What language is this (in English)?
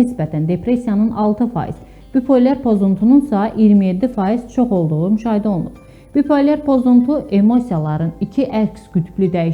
Azerbaijani